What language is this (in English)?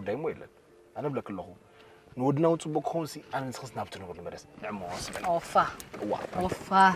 Tigrinya